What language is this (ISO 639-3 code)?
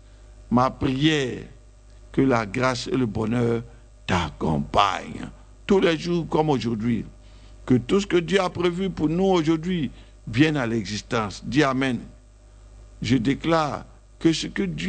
fra